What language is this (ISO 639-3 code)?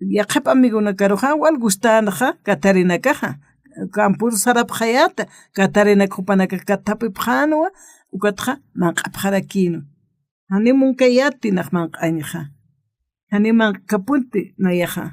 aym